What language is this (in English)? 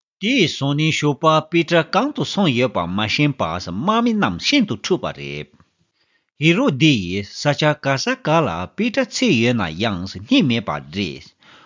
Tibetan